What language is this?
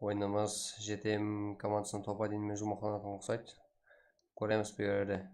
Kara-Kalpak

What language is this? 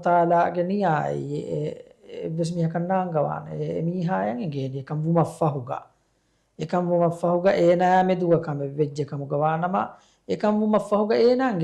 Divehi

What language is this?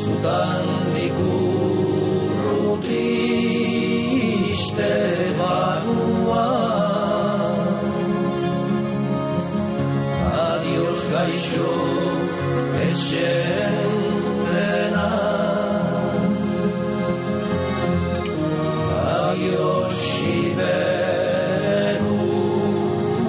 Basque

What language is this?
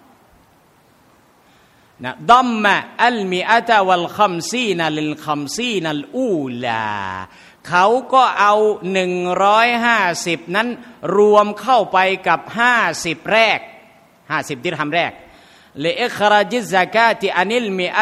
Thai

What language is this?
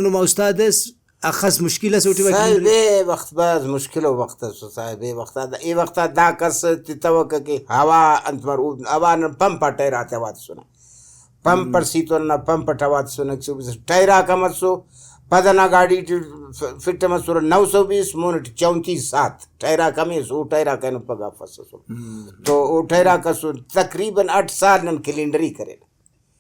Brahui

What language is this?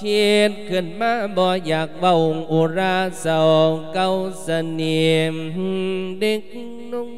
Lao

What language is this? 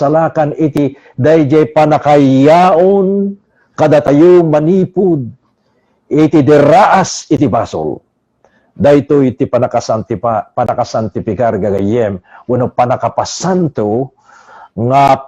Iloko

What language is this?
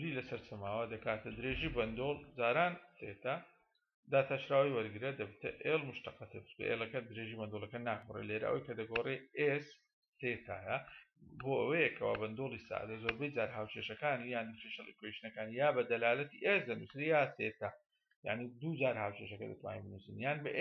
Central Kurdish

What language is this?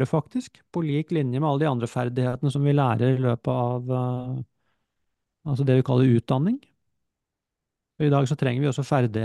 Norwegian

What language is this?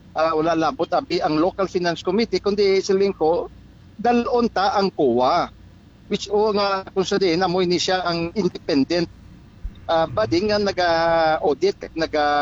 Hiligaynon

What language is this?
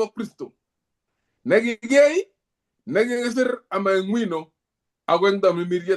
Kalenjin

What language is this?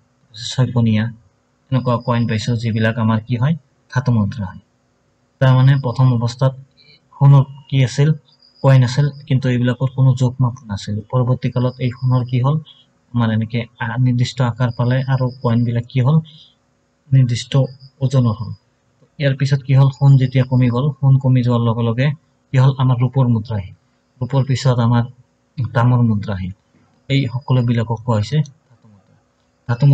Assamese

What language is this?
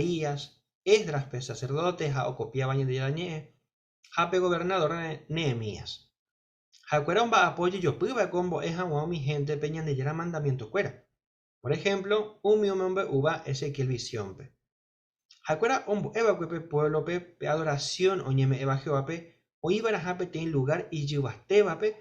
Guarani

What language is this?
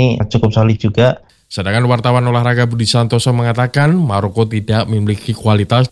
Indonesian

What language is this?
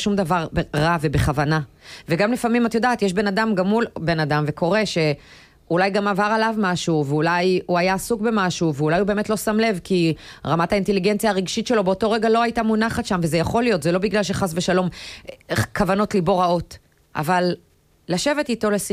Hebrew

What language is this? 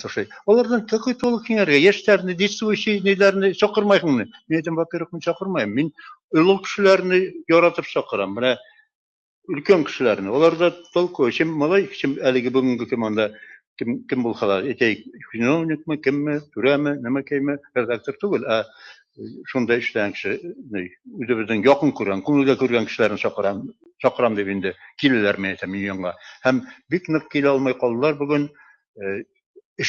Bashkir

